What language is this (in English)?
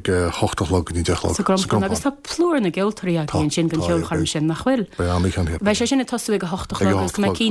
Irish